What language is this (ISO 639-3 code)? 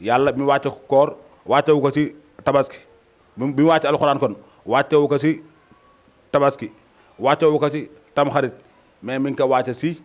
wol